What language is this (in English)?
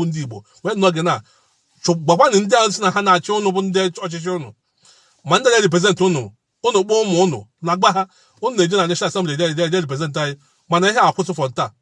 Igbo